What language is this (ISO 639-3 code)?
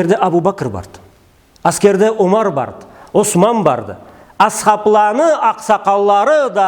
krc